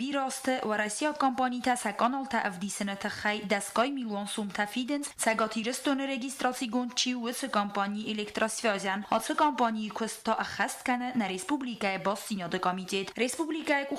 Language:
Ossetic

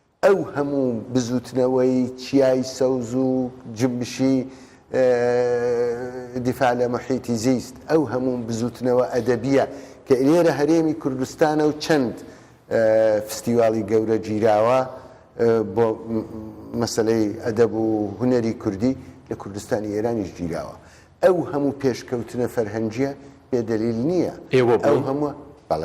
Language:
Central Kurdish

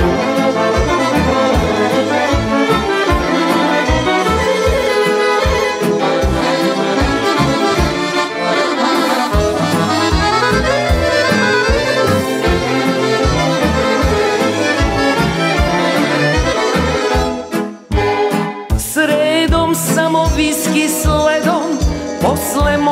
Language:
Serbian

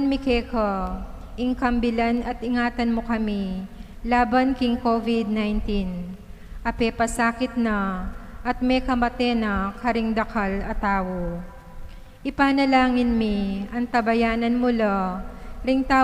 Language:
Pampanga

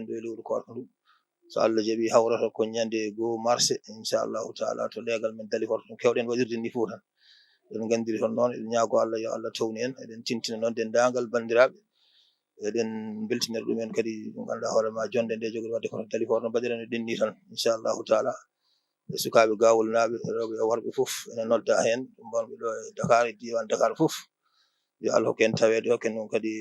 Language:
Fula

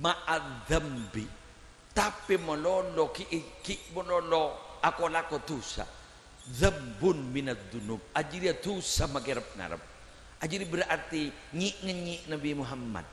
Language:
Madurese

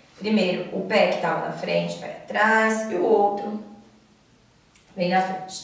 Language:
Portuguese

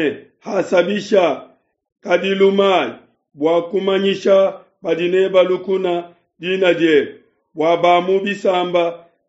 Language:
Luba-Lulua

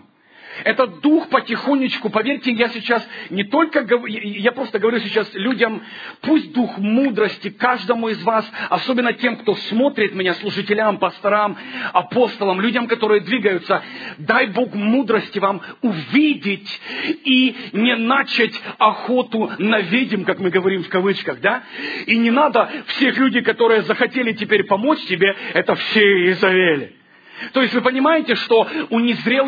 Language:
Russian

